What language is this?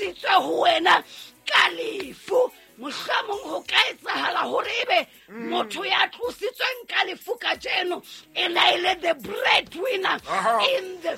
Southern Sotho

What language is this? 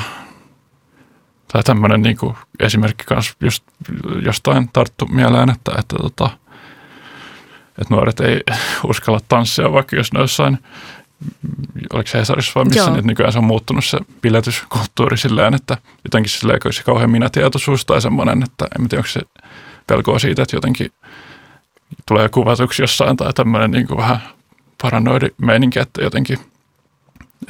Finnish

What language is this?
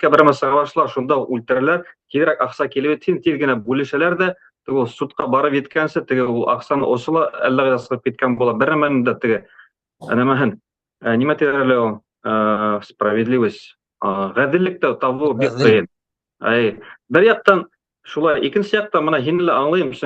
Bashkir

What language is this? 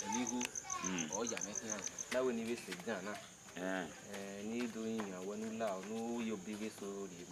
Bini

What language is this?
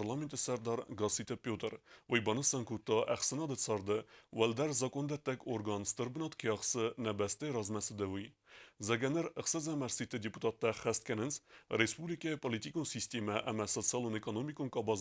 Ossetic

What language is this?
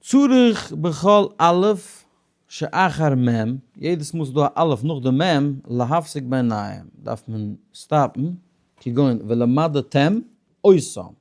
Yiddish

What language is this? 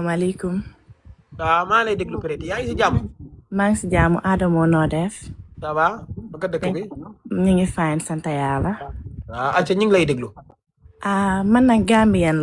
Wolof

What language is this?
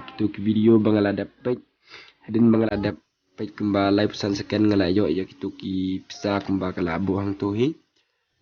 Khasi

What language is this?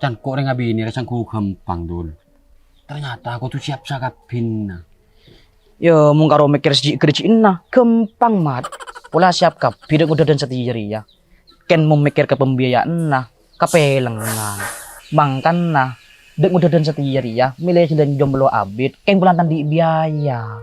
Madurese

